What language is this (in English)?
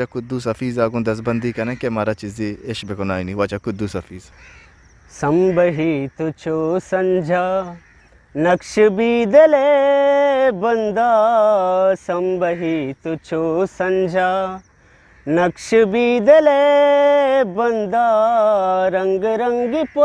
Eastern Balochi